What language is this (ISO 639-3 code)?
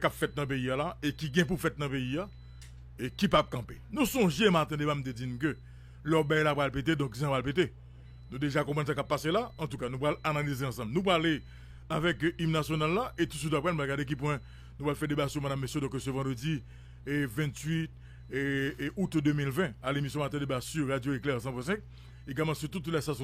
hat